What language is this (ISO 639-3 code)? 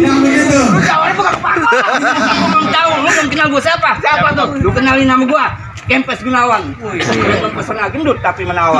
bew